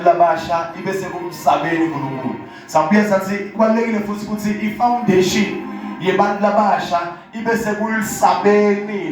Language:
Zulu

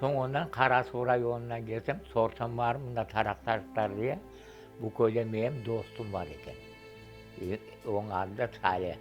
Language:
Crimean Tatar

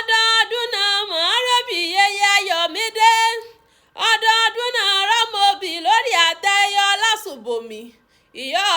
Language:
Yoruba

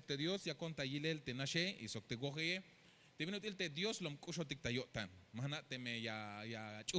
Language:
Tzeltal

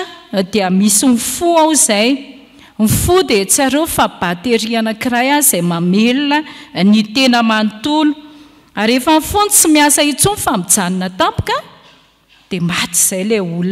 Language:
Malagasy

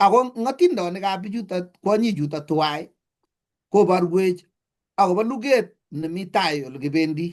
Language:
Kalenjin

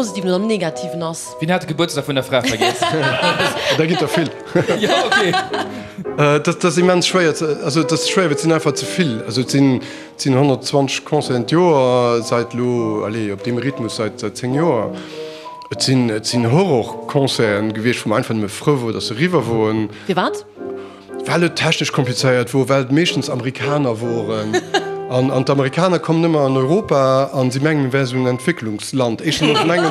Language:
Luxembourgish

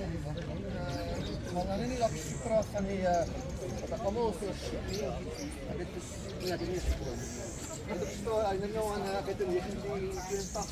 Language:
Afrikaans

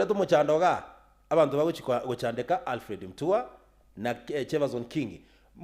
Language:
Gusii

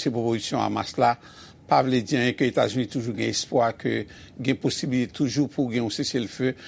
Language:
Haitian Creole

